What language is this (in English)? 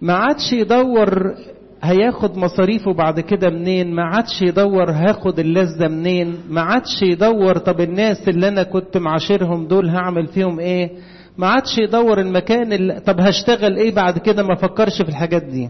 Egyptian Arabic